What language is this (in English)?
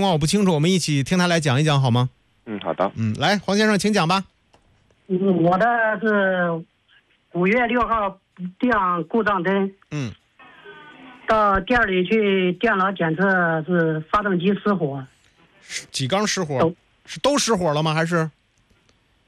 Chinese